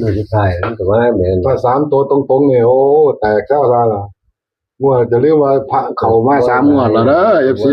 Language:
Northeastern Thai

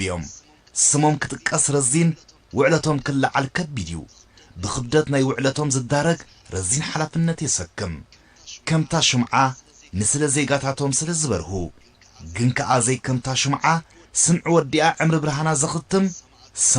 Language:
Tigrinya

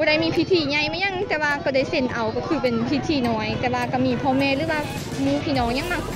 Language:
Lao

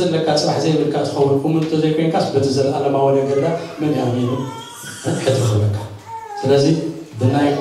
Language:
Tigrinya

